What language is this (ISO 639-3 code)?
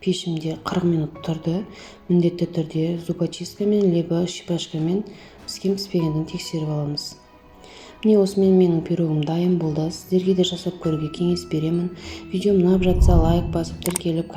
kaz